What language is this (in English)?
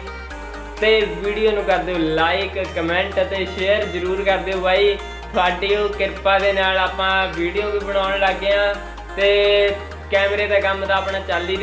Punjabi